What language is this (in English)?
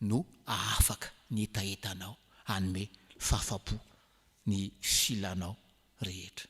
Malagasy